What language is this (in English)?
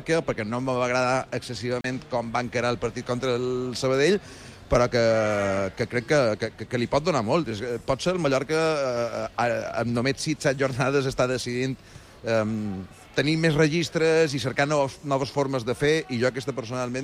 Catalan